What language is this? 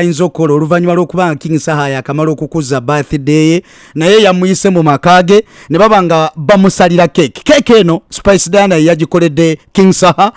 Ganda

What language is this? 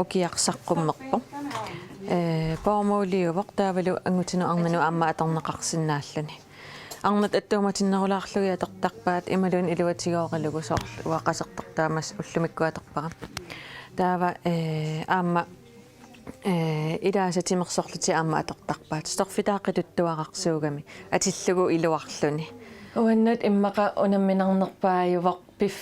Kalaallisut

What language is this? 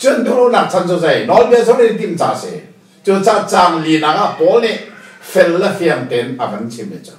Hakha Chin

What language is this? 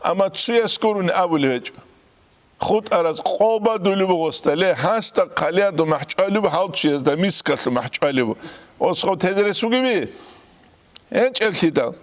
Avaric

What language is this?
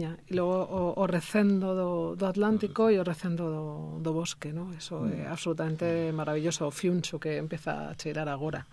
Galician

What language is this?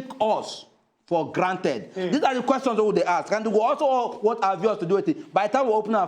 Nigerian Pidgin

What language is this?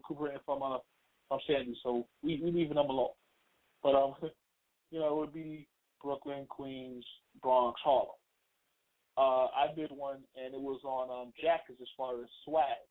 English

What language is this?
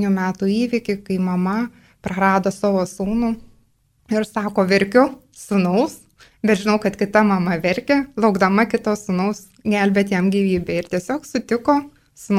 Lithuanian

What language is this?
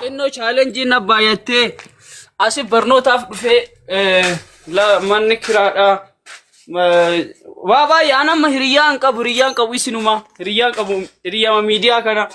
Oromo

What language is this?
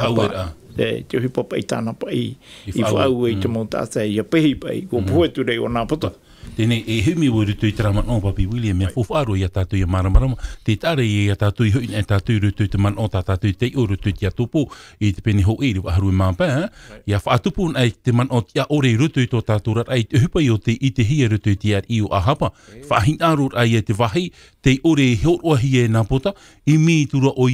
Tahitian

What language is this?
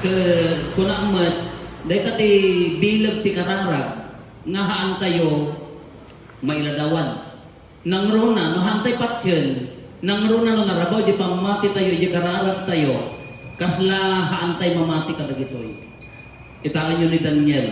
Iloko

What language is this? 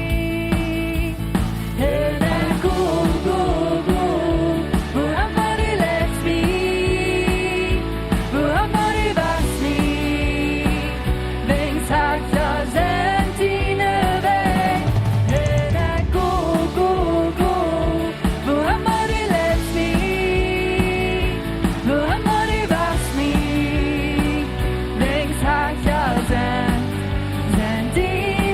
Plautdietsch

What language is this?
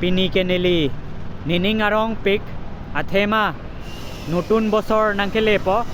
Karbi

